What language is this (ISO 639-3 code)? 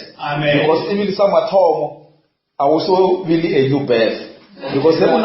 nso